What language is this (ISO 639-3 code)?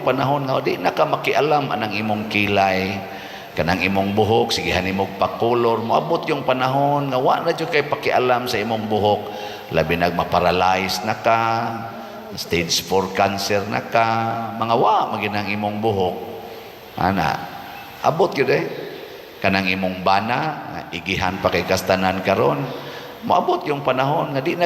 ceb